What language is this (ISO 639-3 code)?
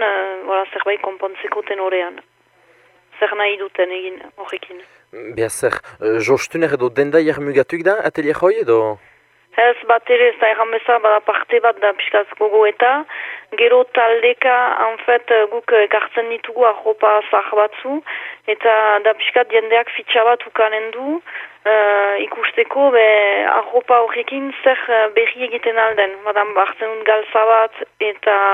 eus